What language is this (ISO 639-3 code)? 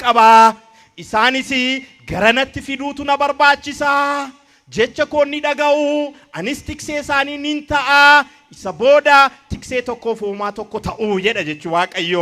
orm